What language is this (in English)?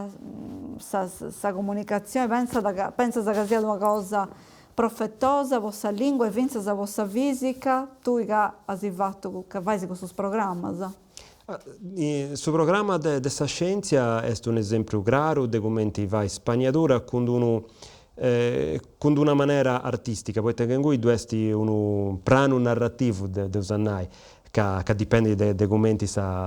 Sardinian